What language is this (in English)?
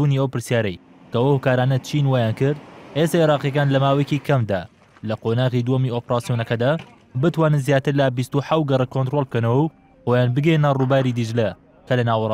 Central Kurdish